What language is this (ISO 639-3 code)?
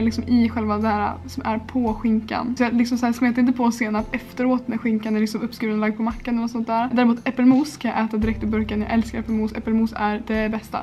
swe